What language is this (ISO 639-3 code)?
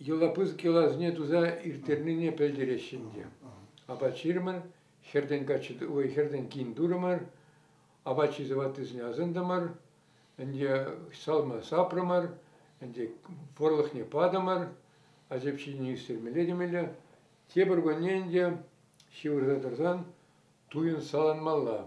chv